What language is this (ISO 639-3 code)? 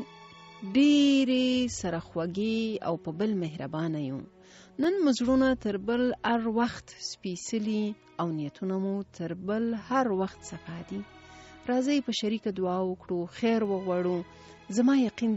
pus